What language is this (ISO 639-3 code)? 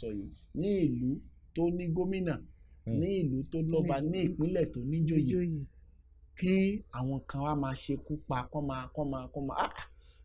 yor